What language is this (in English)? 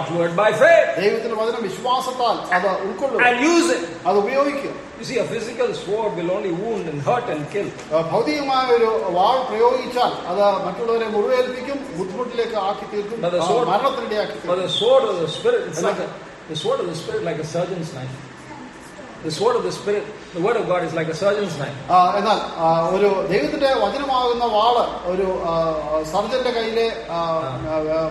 Malayalam